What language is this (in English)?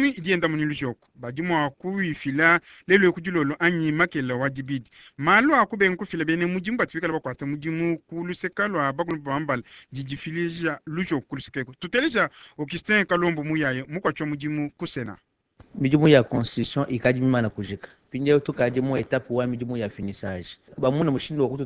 Luba-Lulua